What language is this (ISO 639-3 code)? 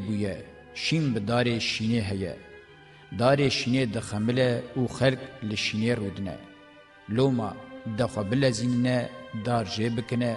kur